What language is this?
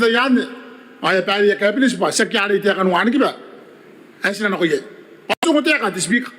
Gilbertese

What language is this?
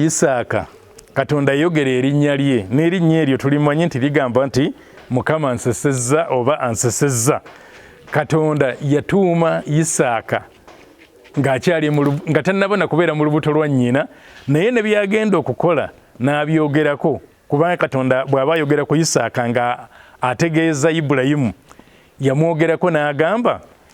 Ganda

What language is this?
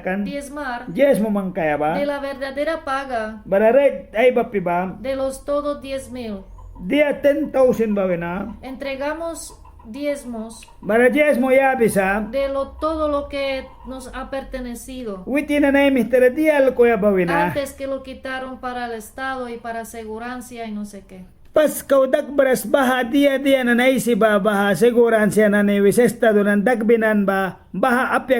Mískito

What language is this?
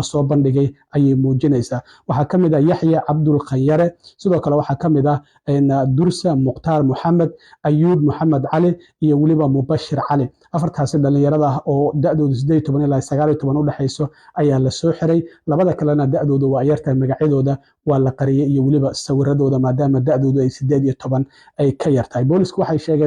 Somali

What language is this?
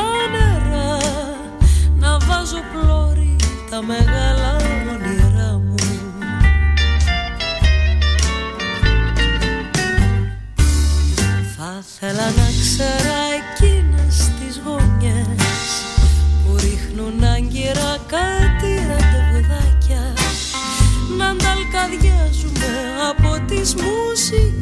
Greek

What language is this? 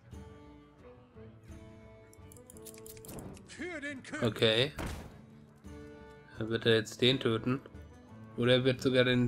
German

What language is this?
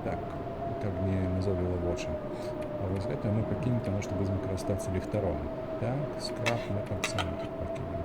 Belarusian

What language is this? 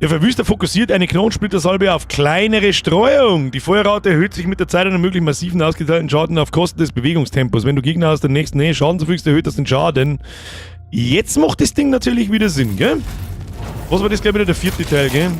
Bavarian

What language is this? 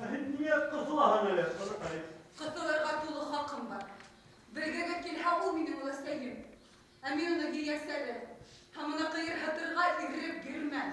Bashkir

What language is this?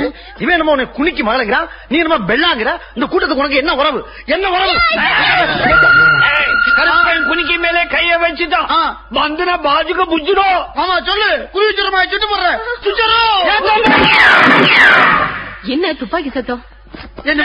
Tamil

